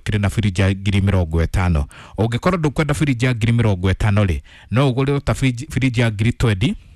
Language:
Kikuyu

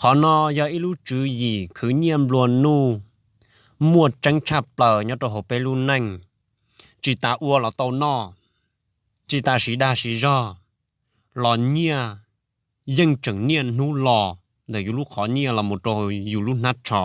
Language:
Hmong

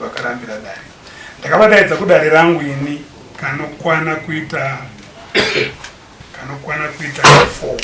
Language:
Shona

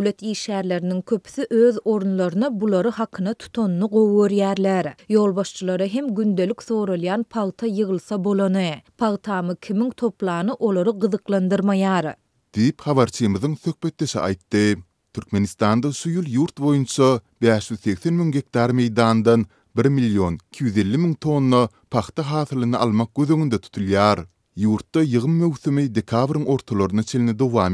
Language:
Turkmen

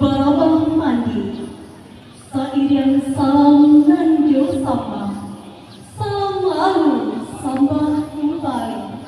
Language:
Minangkabau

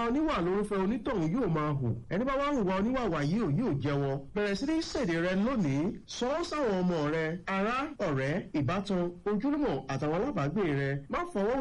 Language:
Yoruba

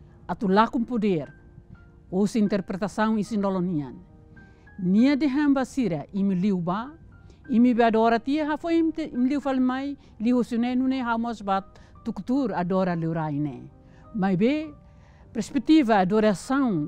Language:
Tetum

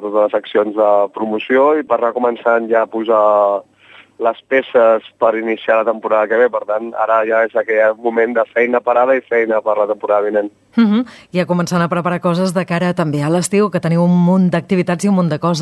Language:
Catalan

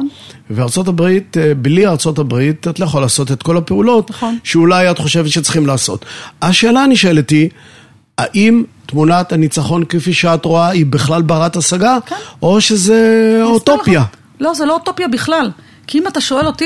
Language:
Hebrew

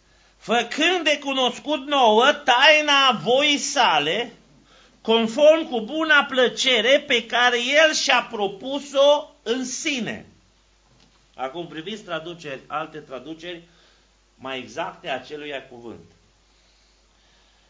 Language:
Romanian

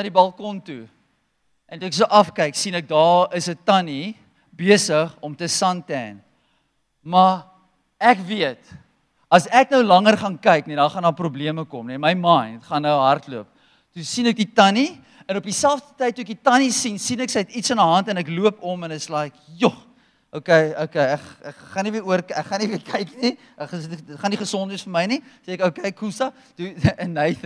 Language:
Afrikaans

